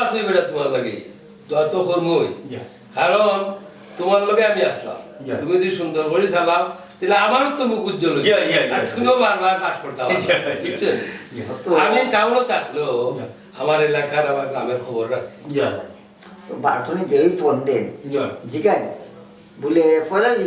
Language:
Sylheti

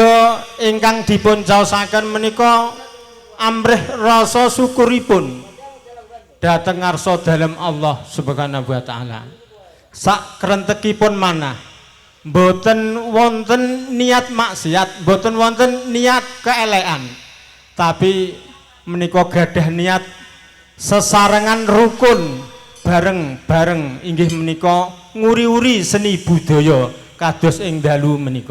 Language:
Javanese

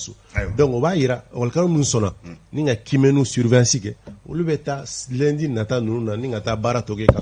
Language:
Bambara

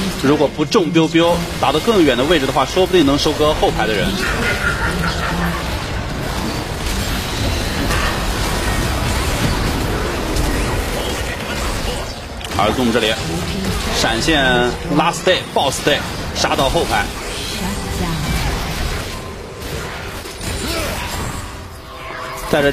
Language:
Chinese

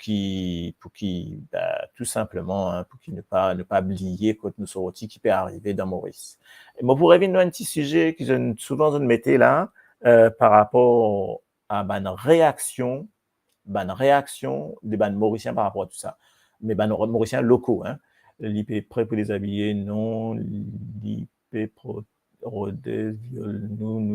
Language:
Morisyen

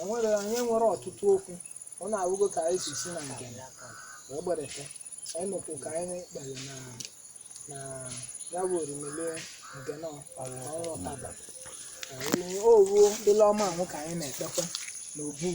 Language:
Igbo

